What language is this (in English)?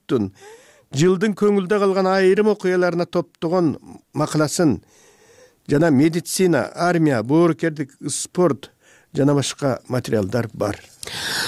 Kyrgyz